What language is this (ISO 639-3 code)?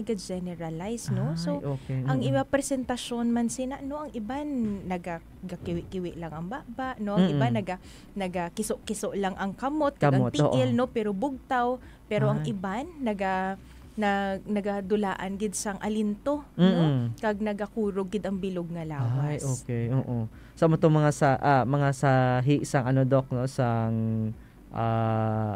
hil